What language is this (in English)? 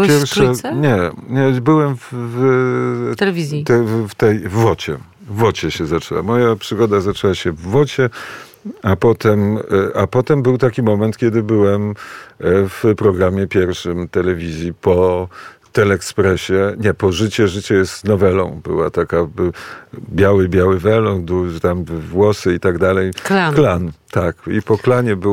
Polish